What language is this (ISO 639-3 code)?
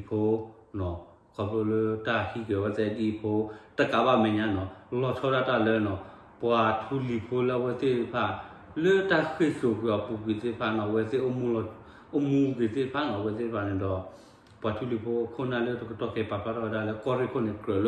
ksw